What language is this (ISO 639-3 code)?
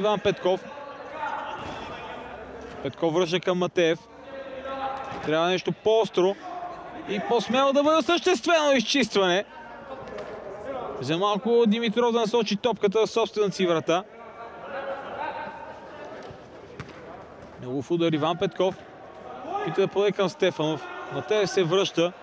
bul